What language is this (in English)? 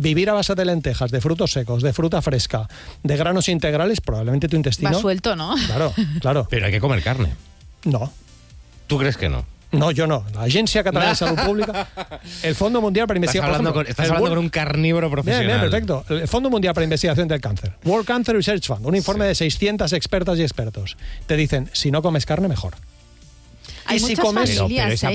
Spanish